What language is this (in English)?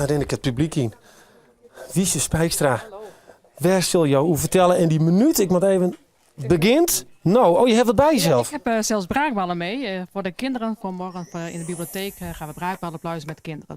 Western Frisian